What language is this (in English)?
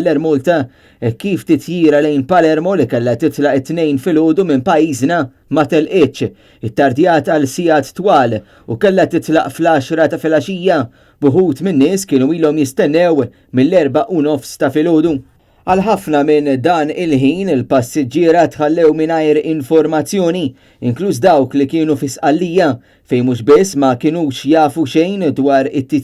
Maltese